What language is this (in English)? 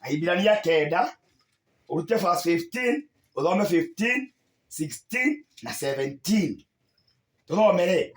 Kikuyu